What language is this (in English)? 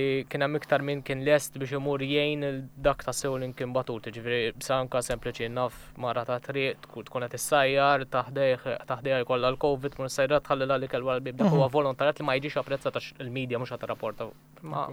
Maltese